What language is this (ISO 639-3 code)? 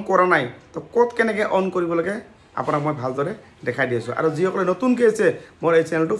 asm